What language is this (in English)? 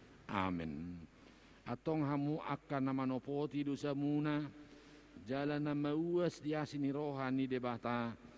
Batak Toba